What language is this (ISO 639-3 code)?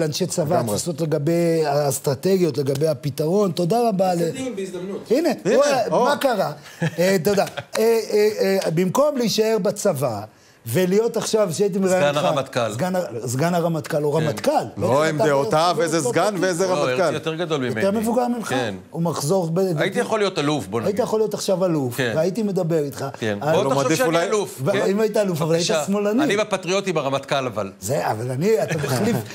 heb